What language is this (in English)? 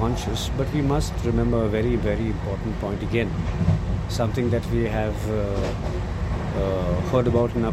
English